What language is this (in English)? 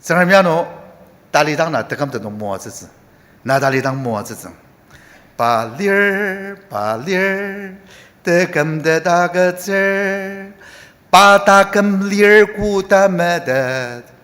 Ao Naga